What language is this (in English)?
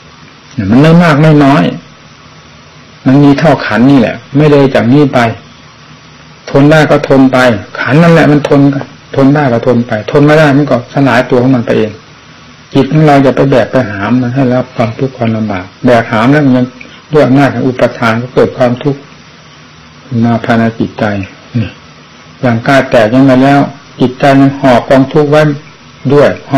Thai